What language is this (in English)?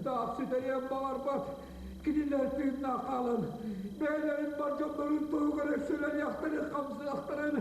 Yakut